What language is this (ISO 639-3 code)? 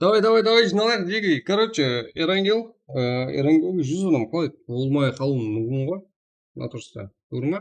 kaa